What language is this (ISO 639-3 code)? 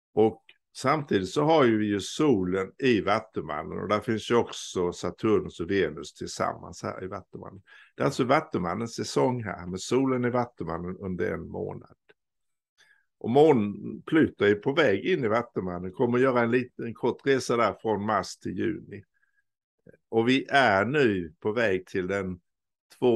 swe